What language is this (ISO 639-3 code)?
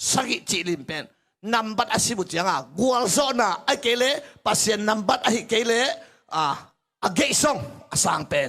ctd